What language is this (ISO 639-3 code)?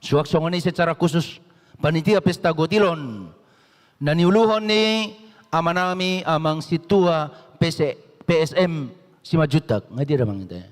bbc